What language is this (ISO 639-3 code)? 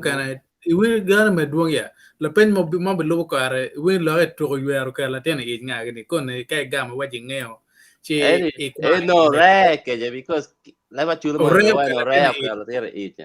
ach